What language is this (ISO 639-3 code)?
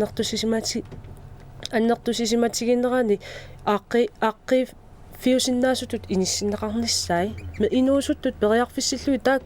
kal